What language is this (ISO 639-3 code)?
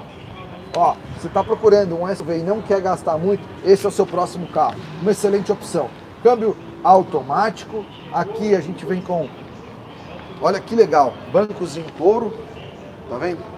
por